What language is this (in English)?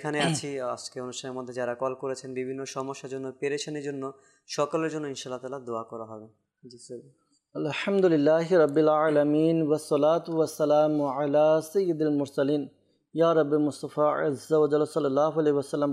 Bangla